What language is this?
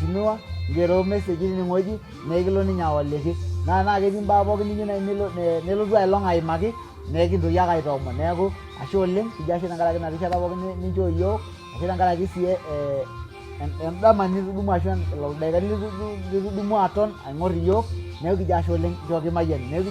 Masai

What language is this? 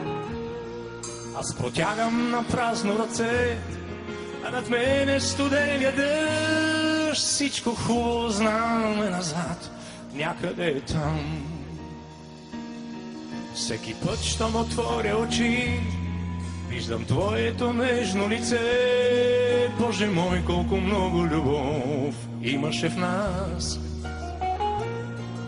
Bulgarian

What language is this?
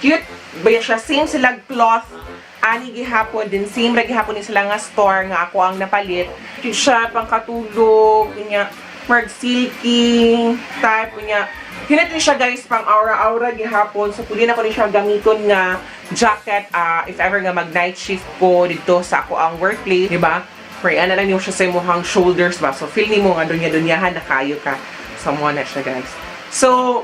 Cebuano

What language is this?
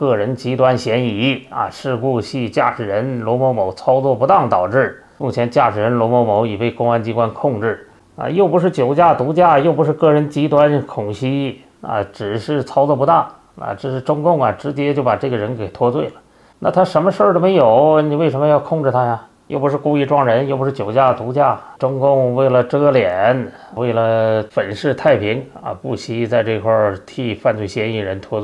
Chinese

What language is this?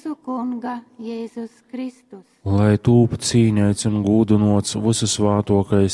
Latgalian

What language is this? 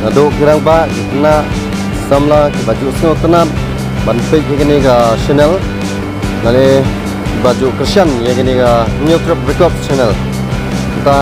Khasi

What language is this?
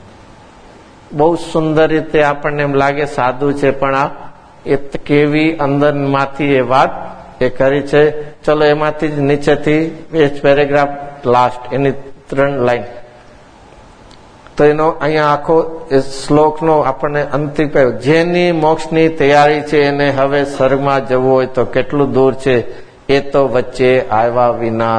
Gujarati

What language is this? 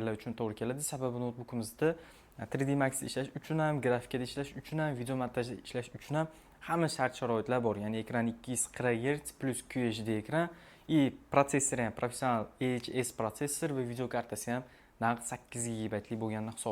Uzbek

